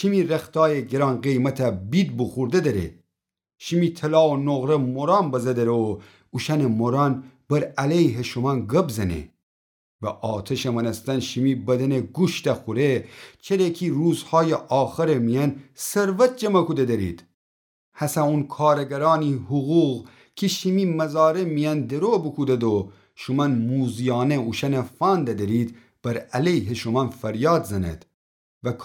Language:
Gilaki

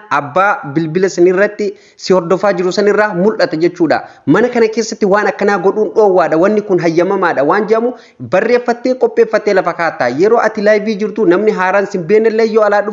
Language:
Oromo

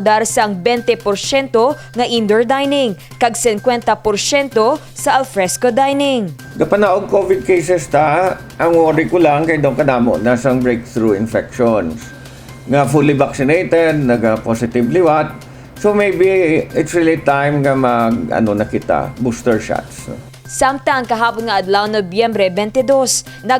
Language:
Hiligaynon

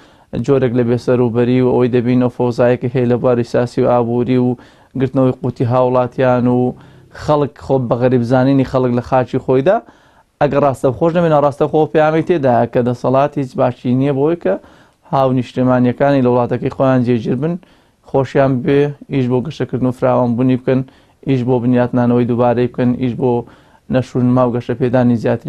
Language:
Central Kurdish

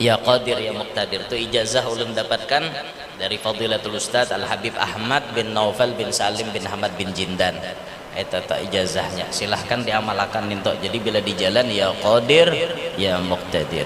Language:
Banjar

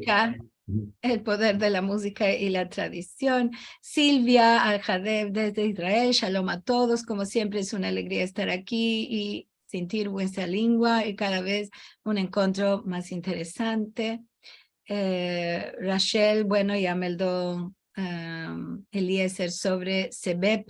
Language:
Ladino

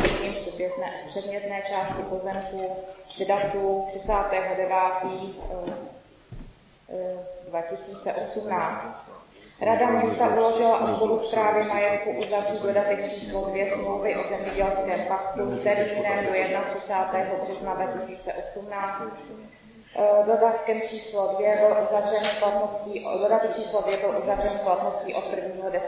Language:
Czech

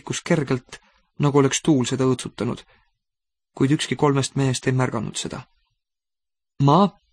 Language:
Estonian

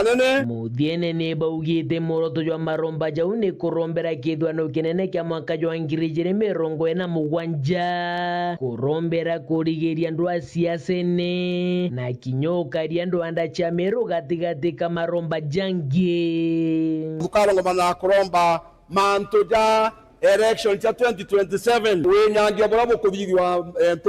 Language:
Meru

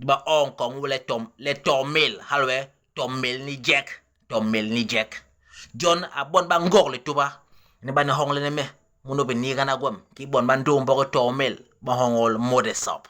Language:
Basaa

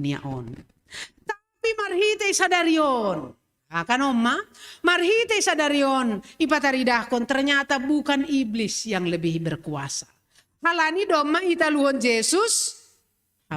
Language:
Batak Simalungun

